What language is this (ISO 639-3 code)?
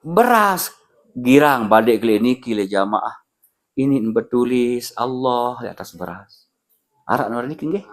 sas